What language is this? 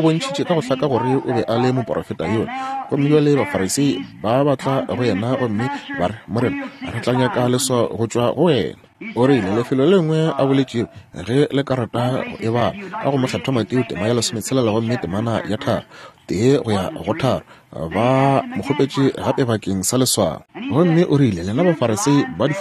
Northern Sotho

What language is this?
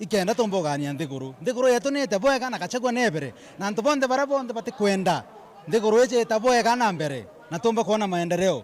Meru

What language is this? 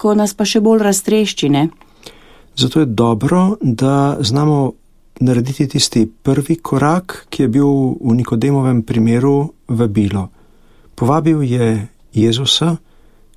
Slovenian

